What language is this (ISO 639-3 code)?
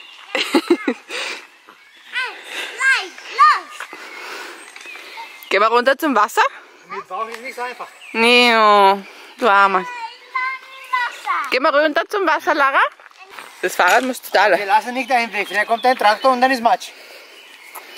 deu